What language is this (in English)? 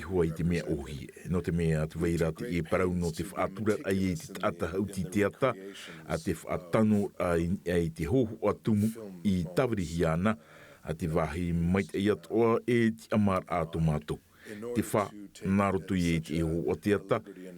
Tahitian